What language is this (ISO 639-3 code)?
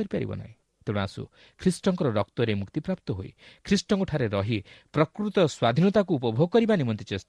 ori